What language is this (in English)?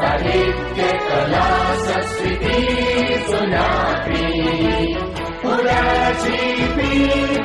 Newari